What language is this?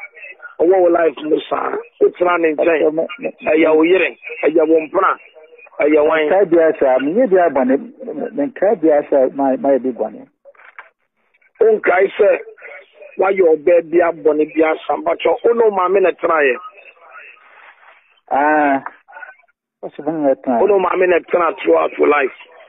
Akan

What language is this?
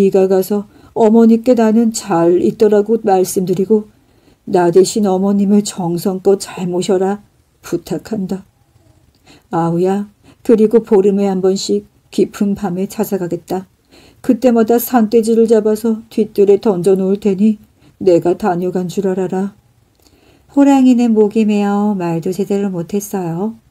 Korean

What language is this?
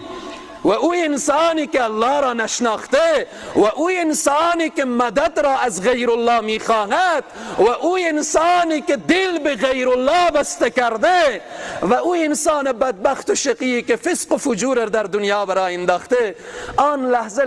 Persian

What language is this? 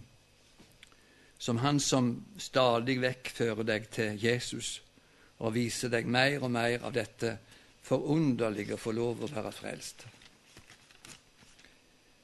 Norwegian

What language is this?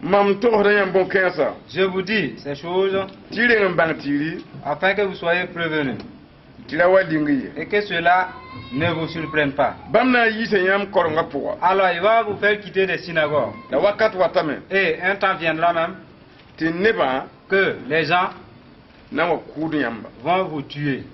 Mossi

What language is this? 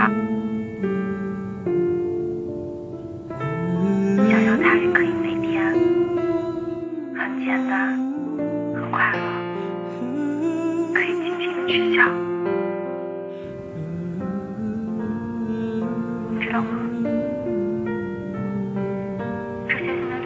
Chinese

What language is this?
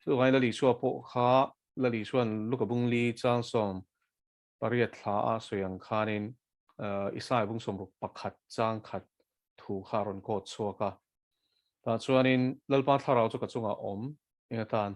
Mizo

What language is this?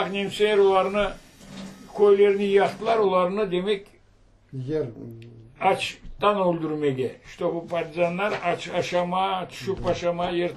Crimean Tatar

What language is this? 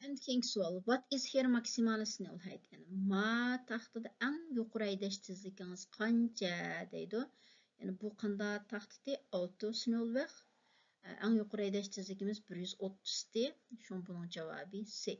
Uyghur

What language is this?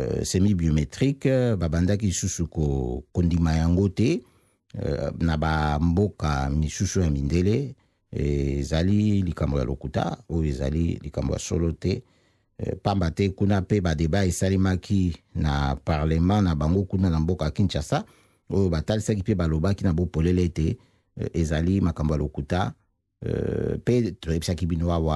Lingala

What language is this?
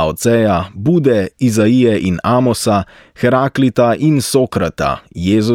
Slovenian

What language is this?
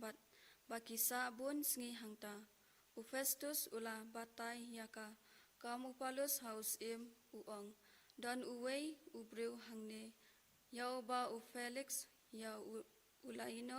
Khasi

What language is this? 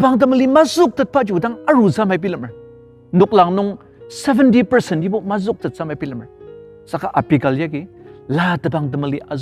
Ao Naga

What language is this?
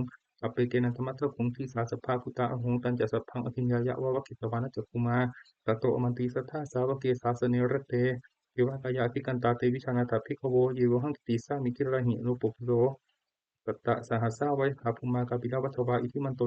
Pali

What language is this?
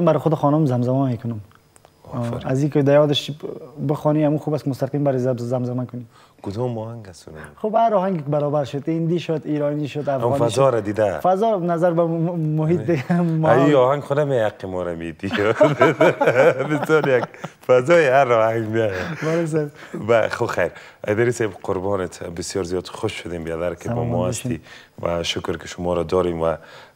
Persian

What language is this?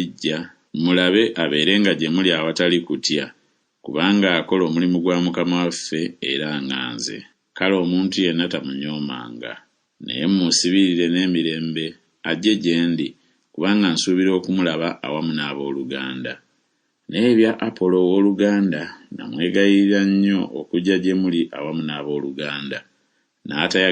Ganda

